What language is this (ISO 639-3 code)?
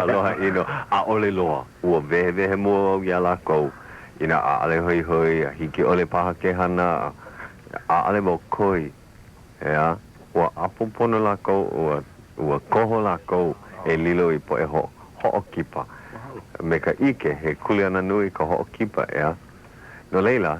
haw